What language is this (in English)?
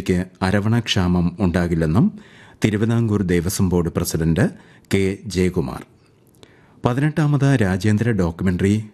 Malayalam